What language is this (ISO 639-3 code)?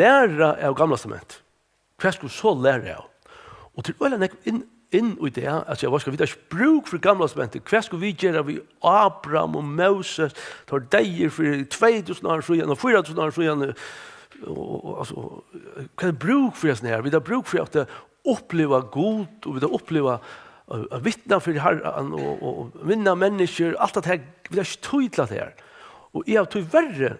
fao